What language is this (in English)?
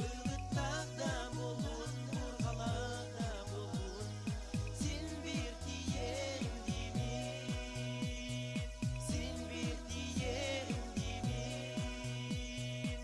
Yakut